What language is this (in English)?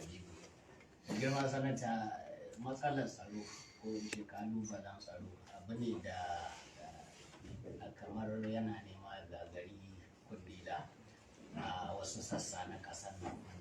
Hausa